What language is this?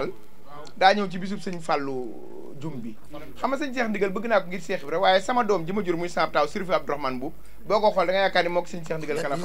Wolof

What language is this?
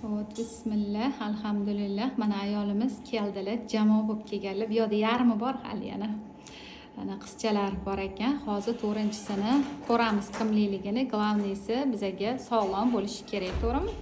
Uzbek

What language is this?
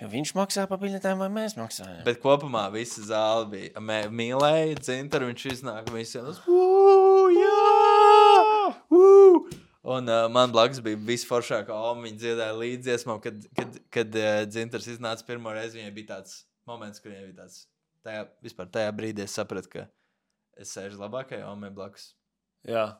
Latvian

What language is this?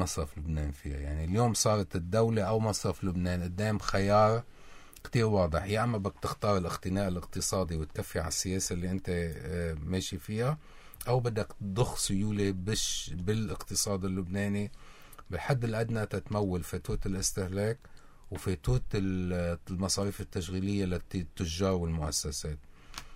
North Levantine Arabic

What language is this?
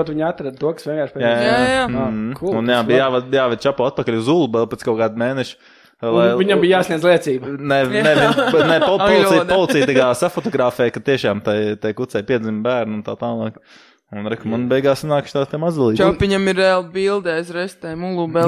Latvian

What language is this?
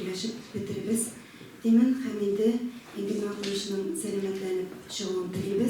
Tatar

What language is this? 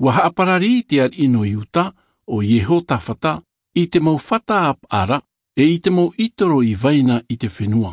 Tahitian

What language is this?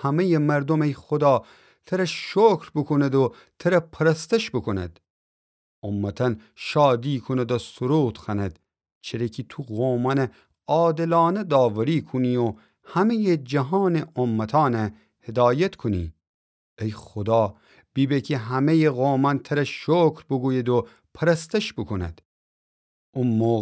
Gilaki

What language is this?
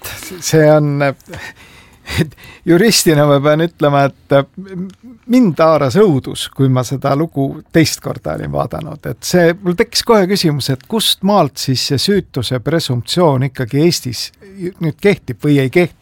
Estonian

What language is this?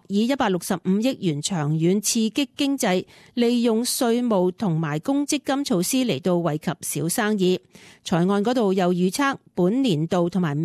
Cantonese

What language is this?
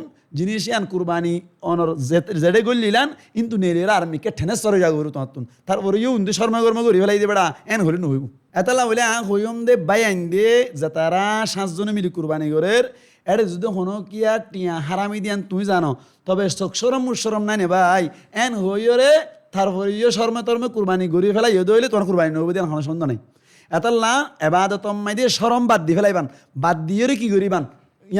Rohingya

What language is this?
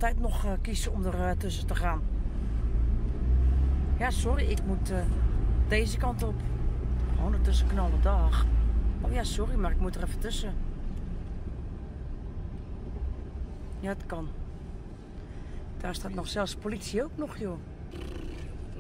Dutch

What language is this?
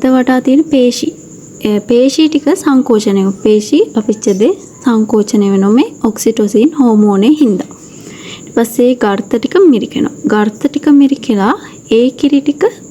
Sinhala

